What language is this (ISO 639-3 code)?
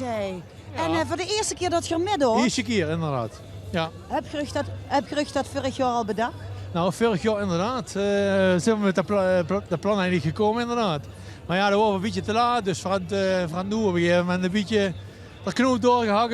lim